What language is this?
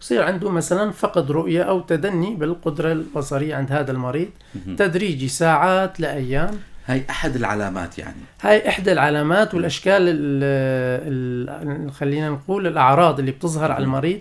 North Levantine Arabic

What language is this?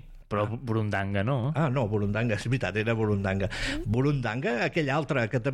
Catalan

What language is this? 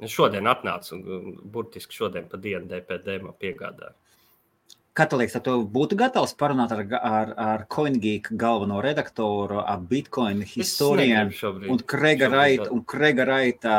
Latvian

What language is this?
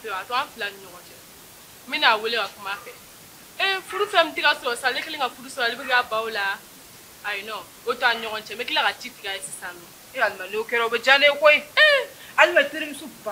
Bambara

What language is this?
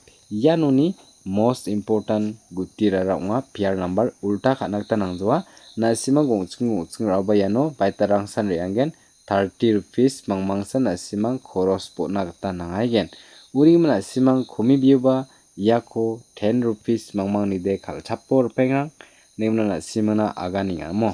Garo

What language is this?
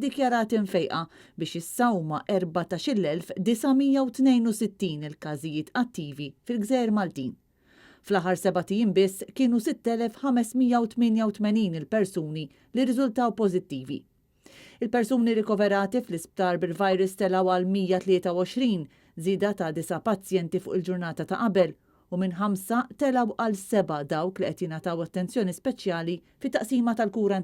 Maltese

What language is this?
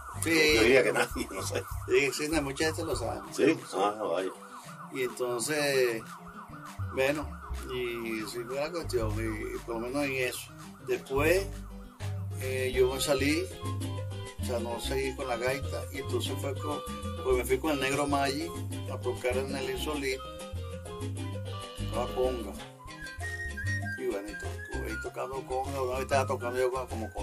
Spanish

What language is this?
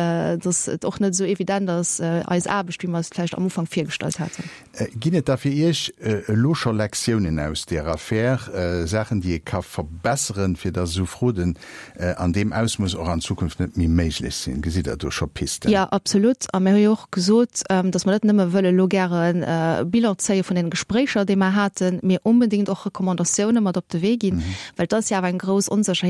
Luxembourgish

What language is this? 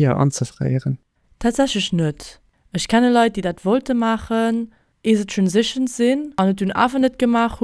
Luxembourgish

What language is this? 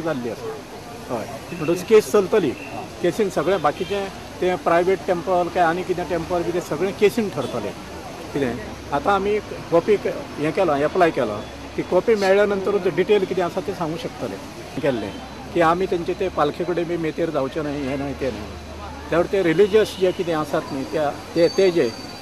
Konkani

